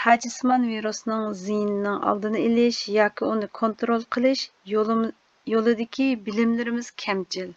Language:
Uyghur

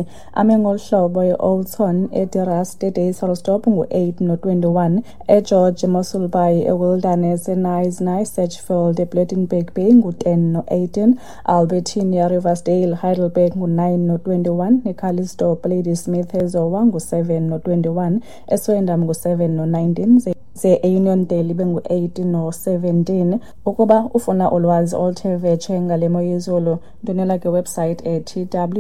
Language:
Xhosa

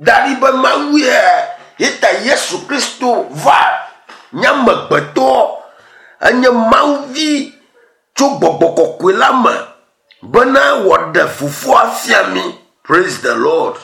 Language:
Ewe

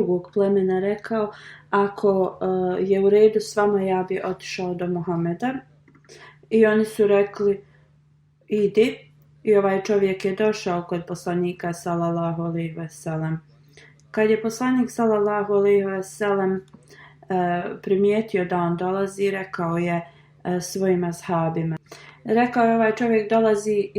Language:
Bosnian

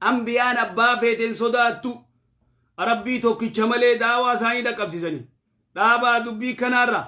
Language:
Oromo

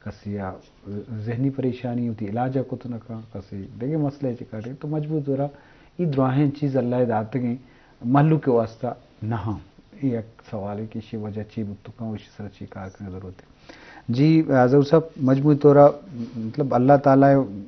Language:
Eastern Balochi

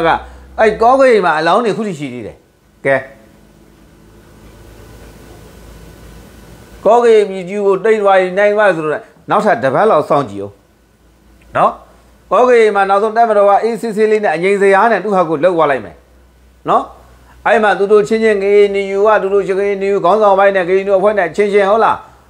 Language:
Burmese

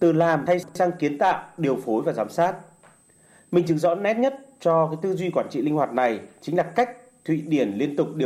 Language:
Vietnamese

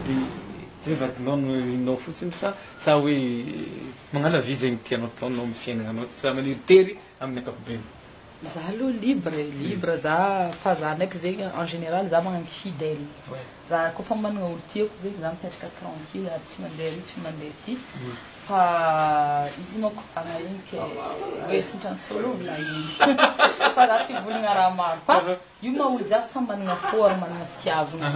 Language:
Malagasy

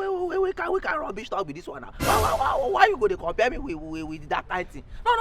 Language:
Nigerian Pidgin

